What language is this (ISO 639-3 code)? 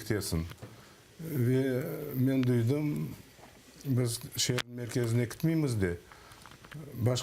crh